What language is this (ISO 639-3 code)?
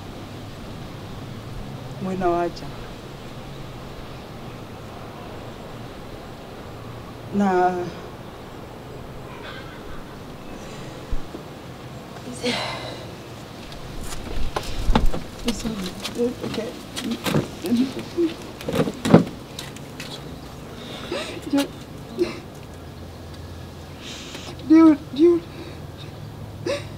kik